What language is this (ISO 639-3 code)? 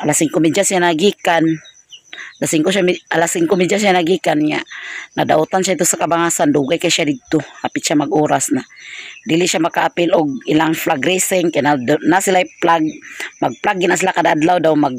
ceb